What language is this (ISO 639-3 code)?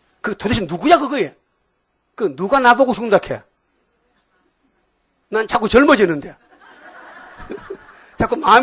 kor